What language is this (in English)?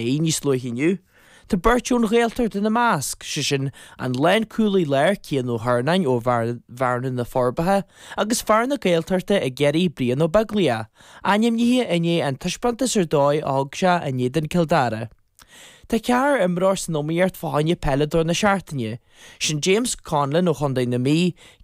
Irish